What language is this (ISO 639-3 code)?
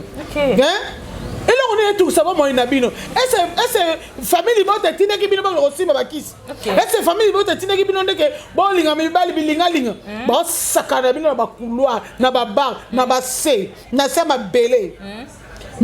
lin